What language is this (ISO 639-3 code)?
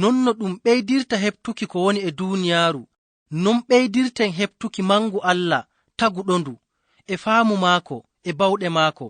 ful